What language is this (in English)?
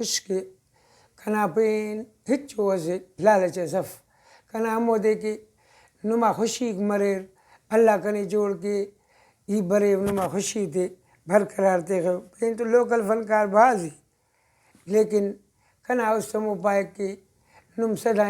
Brahui